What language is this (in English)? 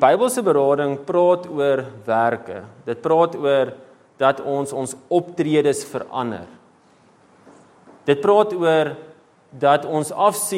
Afrikaans